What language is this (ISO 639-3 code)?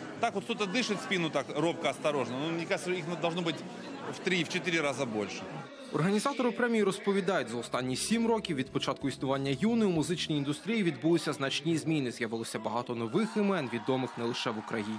ukr